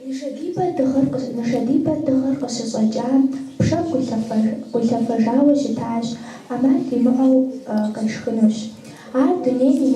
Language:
Kabardian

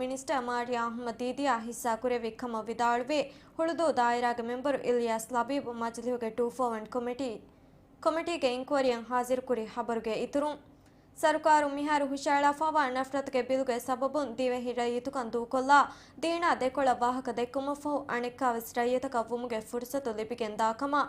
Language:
Divehi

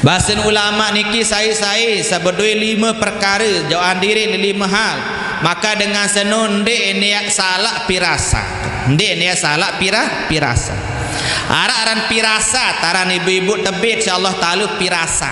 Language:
Sasak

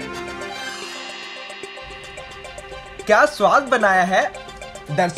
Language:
Hindi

